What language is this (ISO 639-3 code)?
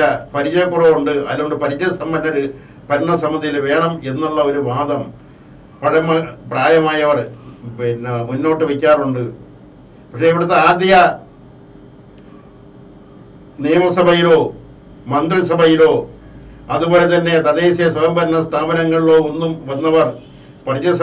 mal